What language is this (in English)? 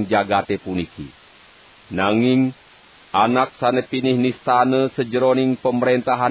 Balinese